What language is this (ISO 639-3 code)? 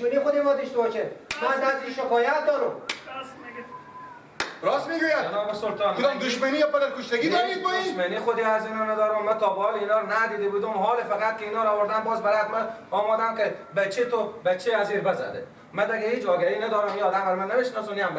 fas